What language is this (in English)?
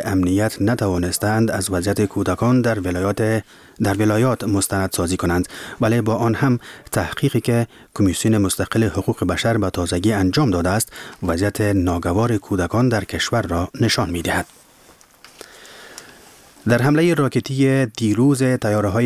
Persian